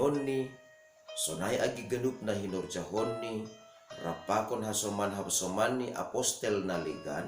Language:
Batak Simalungun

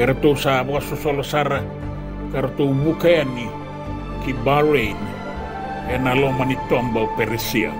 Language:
Fijian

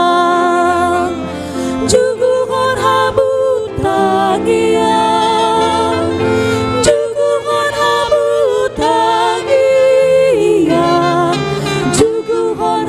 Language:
Batak Toba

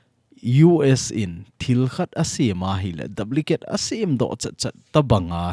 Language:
Thado Chin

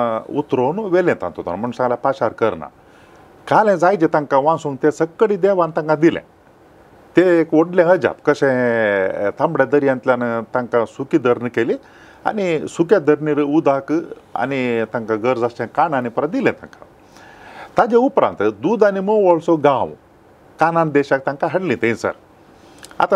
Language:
Konkani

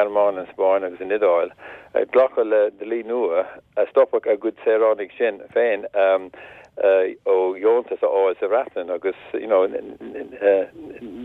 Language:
Irish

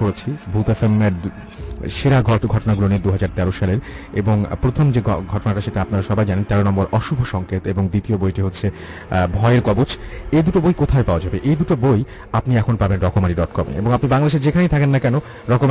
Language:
Bangla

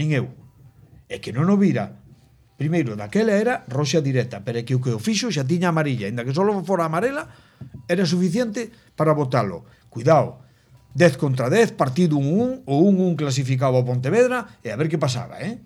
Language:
Galician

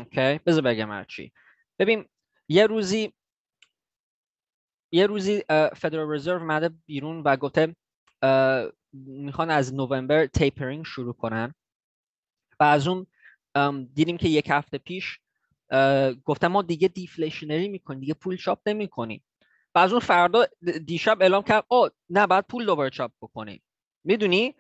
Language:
Persian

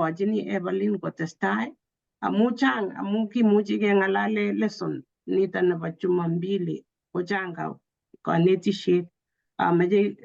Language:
Kalenjin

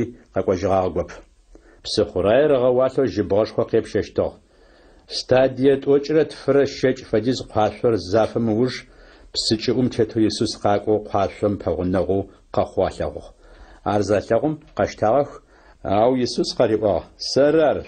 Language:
Adyghe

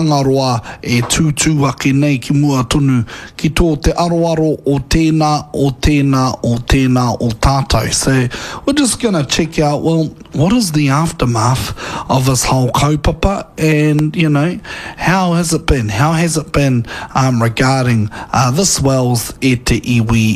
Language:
Māori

